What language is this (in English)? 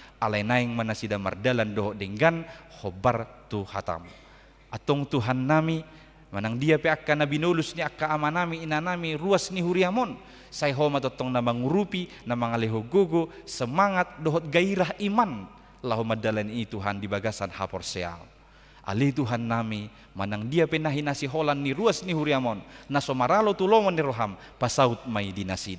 Batak Toba